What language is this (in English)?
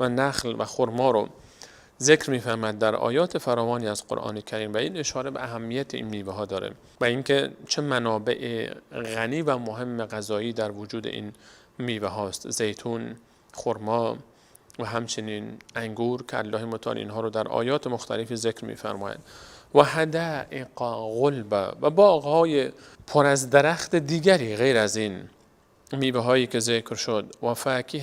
Persian